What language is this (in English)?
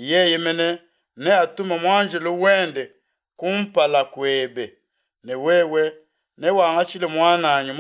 Luba-Lulua